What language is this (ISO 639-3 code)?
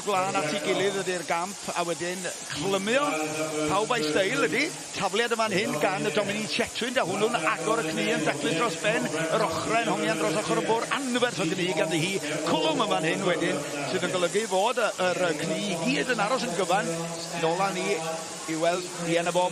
cym